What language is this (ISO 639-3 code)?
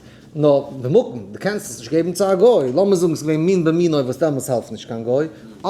yid